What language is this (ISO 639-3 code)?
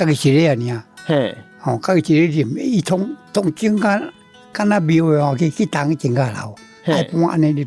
nan